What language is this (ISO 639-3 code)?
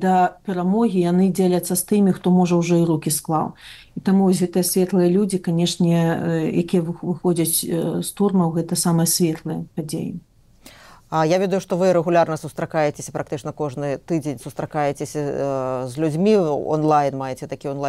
bel